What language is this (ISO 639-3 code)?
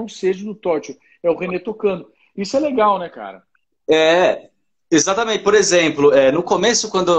por